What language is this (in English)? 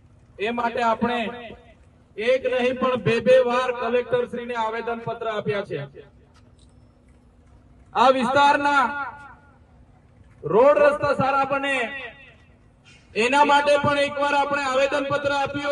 Gujarati